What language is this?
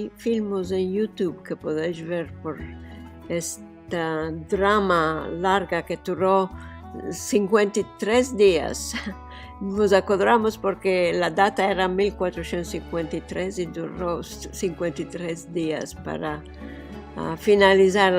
Ladino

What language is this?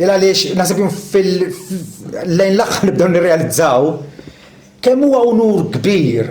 Maltese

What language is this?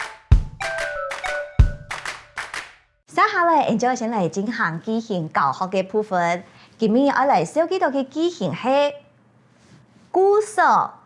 Hakka Chinese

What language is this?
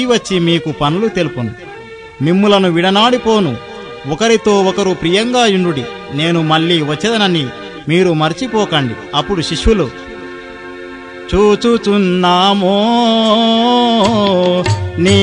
Telugu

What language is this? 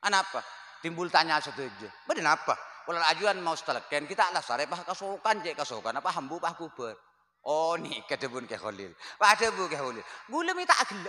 Madurese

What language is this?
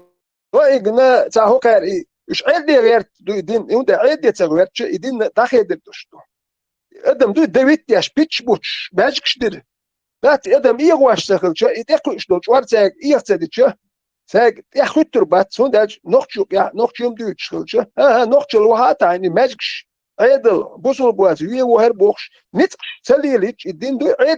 Chechen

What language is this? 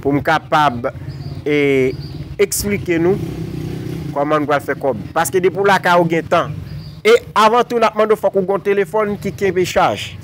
Haitian Creole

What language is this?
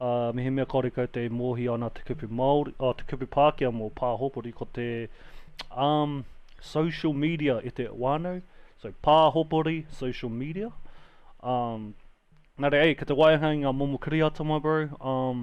Māori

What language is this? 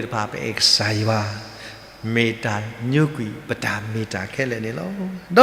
S'gaw Karen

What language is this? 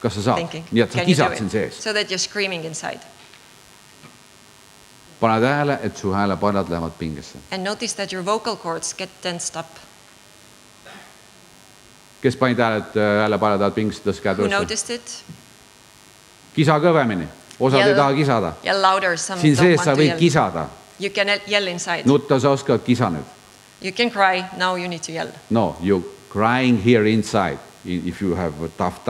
Estonian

